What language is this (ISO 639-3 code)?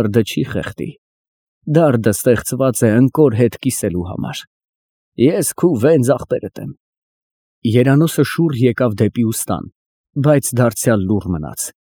hye